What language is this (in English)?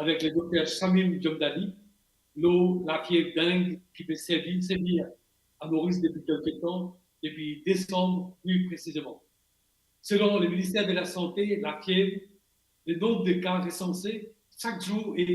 Morisyen